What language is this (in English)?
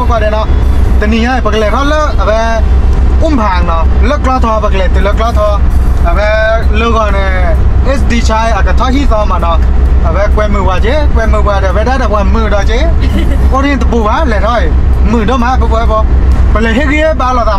S'gaw Karen